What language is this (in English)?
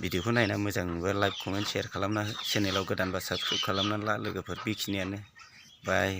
Bodo